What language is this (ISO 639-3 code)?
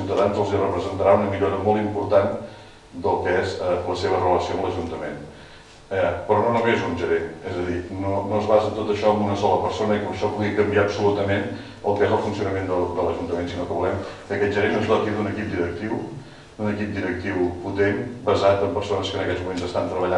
cat